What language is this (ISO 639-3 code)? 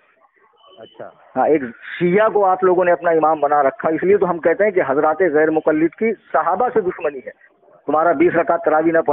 urd